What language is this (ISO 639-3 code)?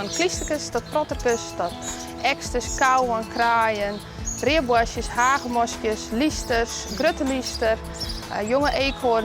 fry